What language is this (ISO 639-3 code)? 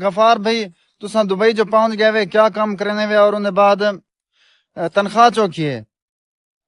skr